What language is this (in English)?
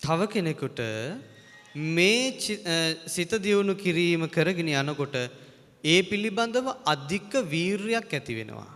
Sinhala